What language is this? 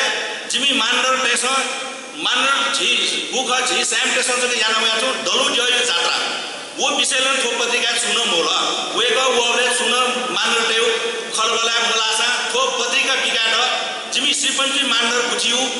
Newari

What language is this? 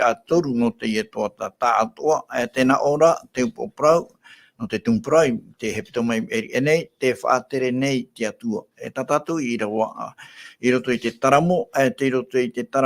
Tahitian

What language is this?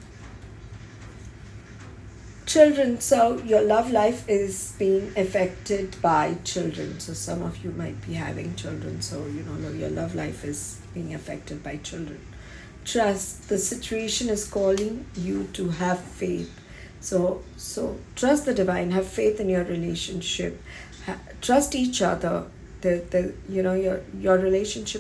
English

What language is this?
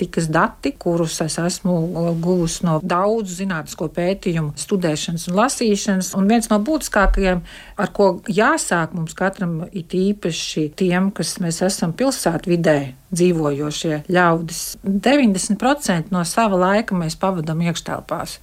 Latvian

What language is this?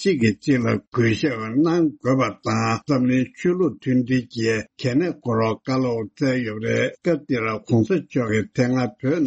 Tibetan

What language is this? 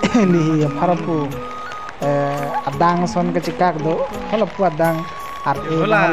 Karbi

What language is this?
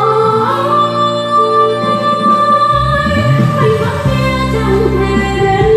Vietnamese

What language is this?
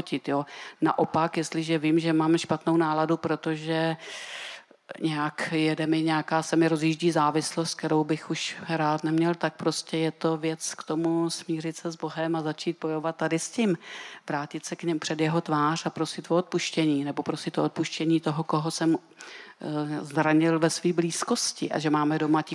Czech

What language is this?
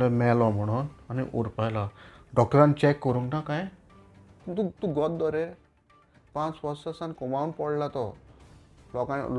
Konkani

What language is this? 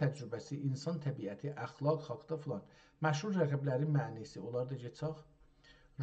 South Azerbaijani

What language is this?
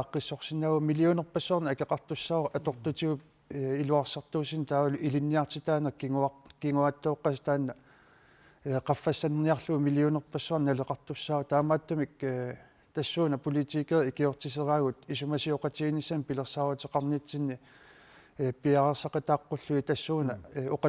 Kalaallisut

